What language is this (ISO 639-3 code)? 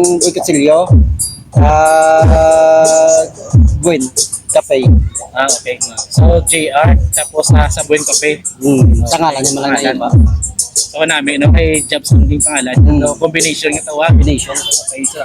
hil